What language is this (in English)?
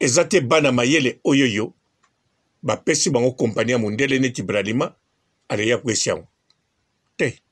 Lingala